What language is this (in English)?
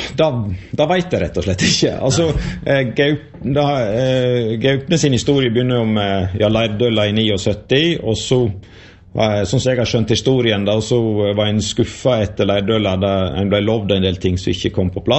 Norwegian